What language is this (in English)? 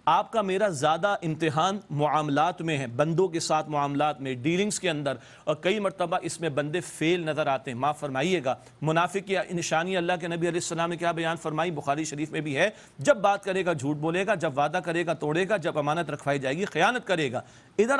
Urdu